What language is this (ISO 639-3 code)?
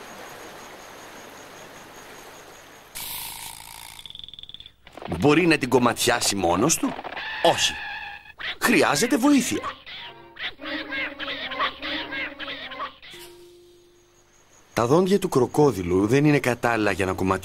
ell